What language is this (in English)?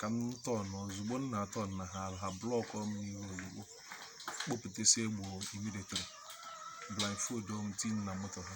Igbo